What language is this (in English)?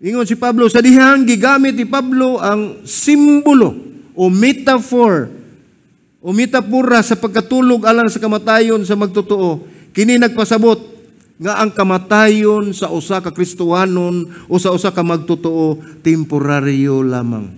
Cebuano